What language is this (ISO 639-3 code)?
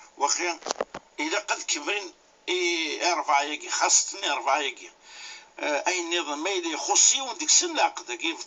kab